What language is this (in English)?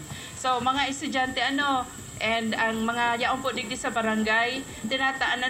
Bikol